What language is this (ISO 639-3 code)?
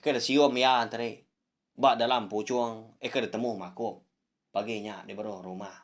iba